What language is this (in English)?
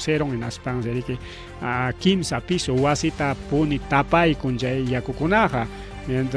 Ayacucho Quechua